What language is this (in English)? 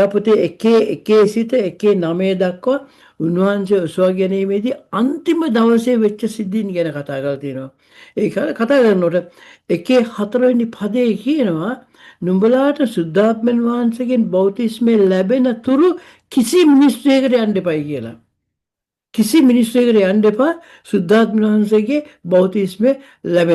Sinhala